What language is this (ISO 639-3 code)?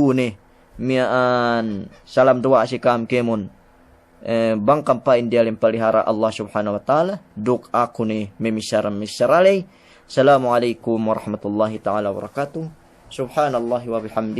yka